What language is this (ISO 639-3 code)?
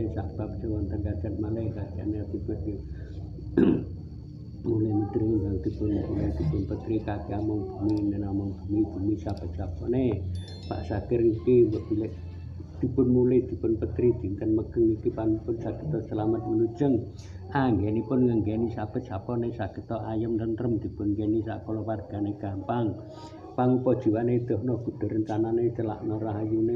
jav